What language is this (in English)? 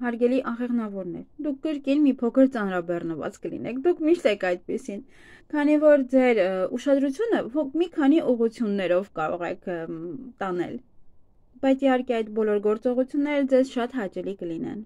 Armenian